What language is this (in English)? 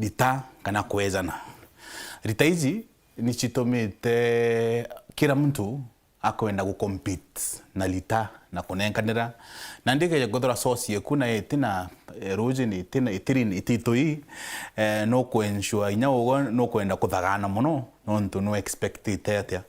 Meru